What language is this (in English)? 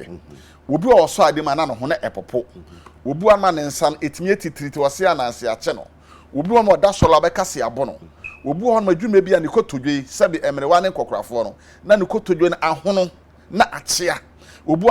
Akan